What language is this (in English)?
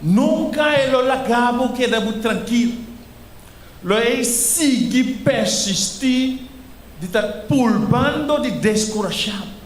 Papiamento